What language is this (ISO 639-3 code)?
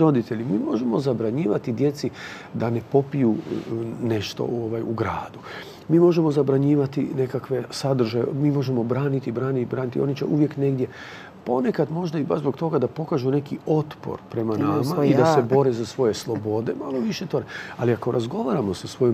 hrv